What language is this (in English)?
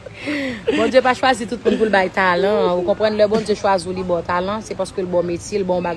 Haitian Creole